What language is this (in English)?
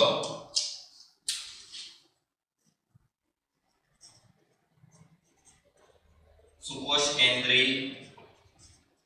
Gujarati